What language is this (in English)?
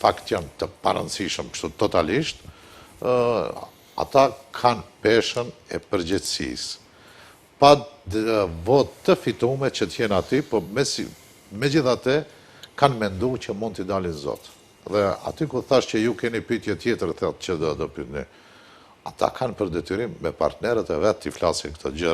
Albanian